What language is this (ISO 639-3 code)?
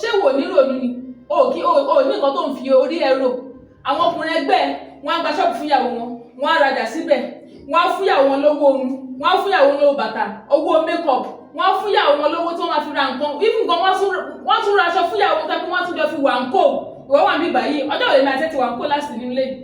yor